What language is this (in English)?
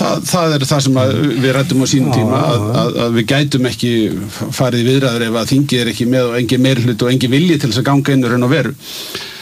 Icelandic